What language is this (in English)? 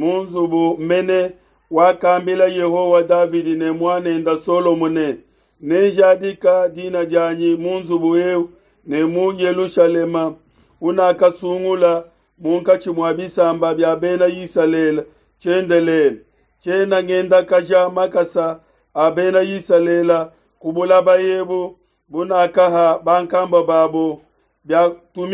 Luba-Lulua